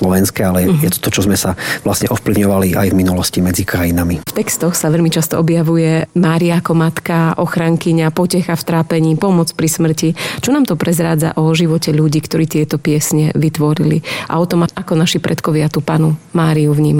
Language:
Slovak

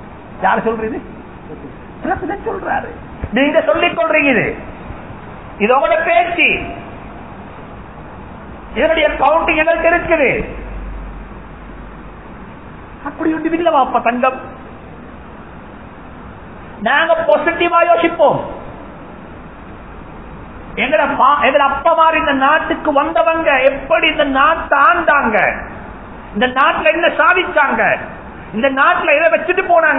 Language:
Tamil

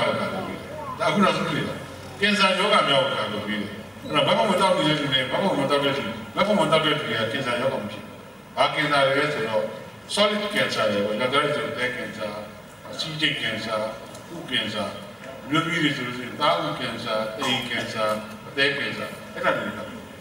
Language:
Burmese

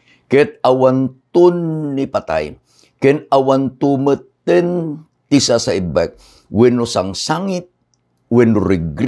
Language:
Iloko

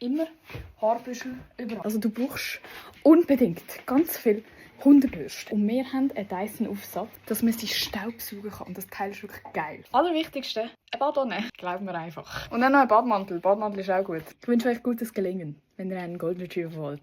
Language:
Swiss German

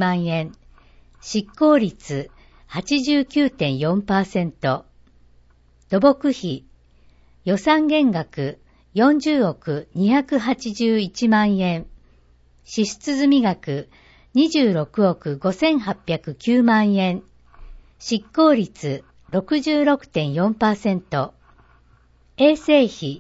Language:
Japanese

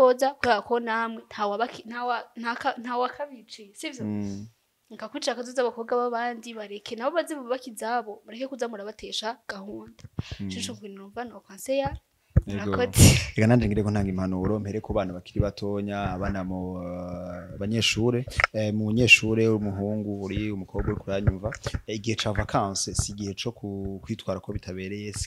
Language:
Rundi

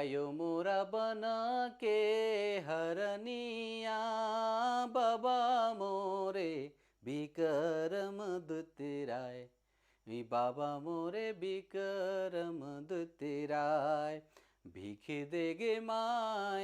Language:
Sadri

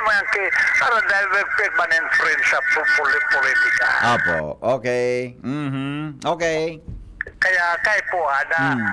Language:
Bikol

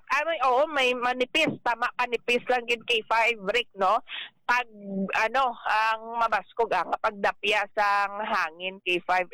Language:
Hiligaynon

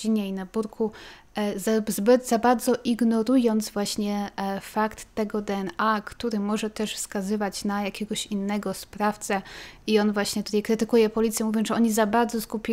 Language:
Polish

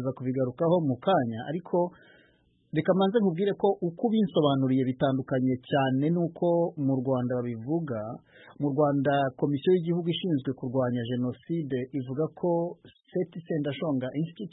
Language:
Kinyarwanda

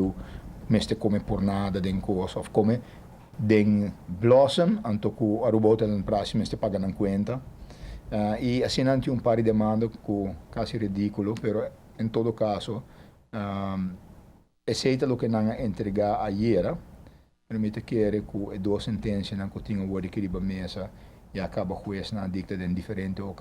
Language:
Papiamento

